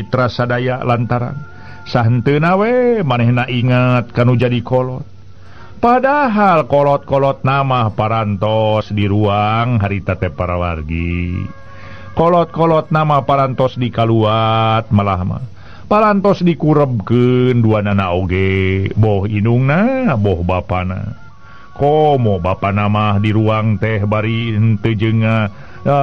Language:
Sundanese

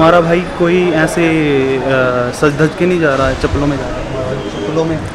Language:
Hindi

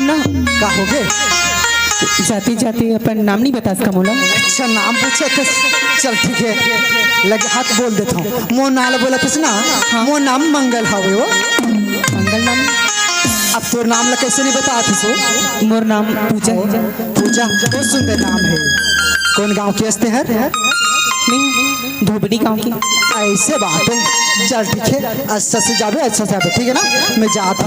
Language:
Chhattisgarhi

